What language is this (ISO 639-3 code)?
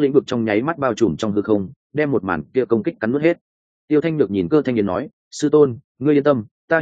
vie